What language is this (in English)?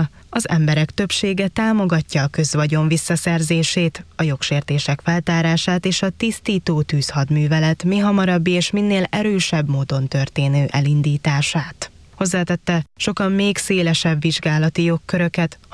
Hungarian